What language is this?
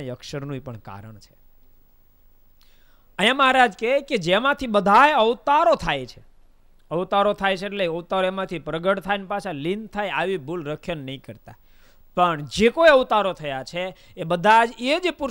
Gujarati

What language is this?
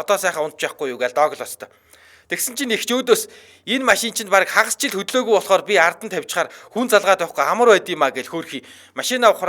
Mongolian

